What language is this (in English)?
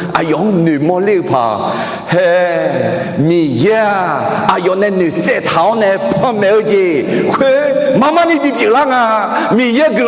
Akha